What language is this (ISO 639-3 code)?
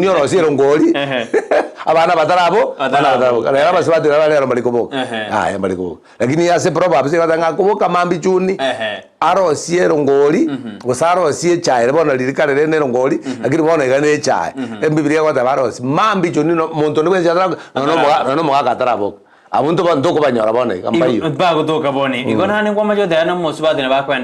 guz